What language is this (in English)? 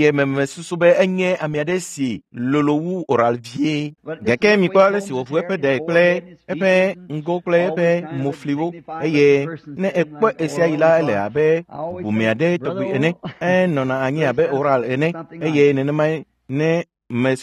Ewe